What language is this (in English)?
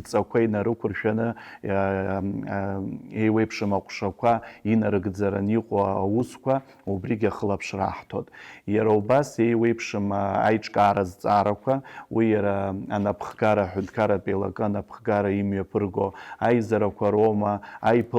Abkhazian